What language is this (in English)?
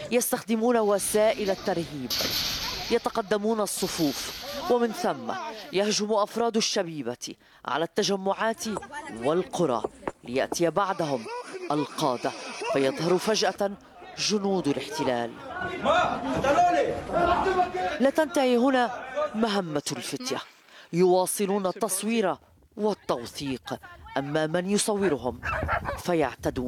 Arabic